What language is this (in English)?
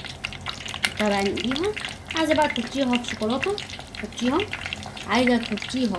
Egyptian Arabic